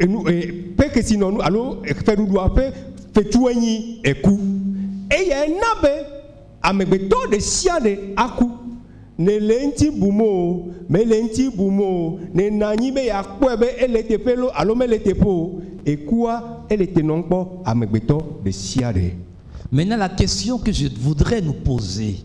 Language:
Ewe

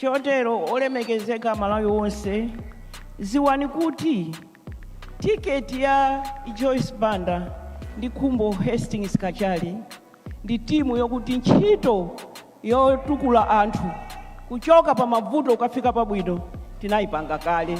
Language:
Nyanja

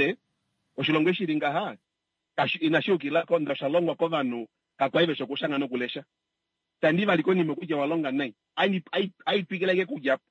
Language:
Kuanyama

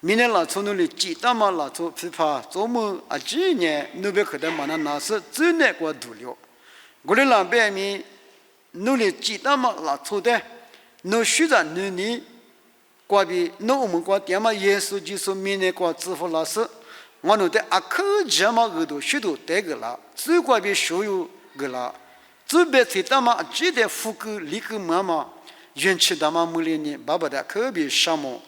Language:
Lisu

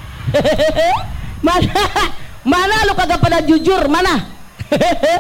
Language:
Indonesian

